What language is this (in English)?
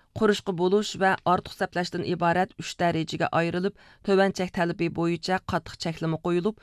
Uyghur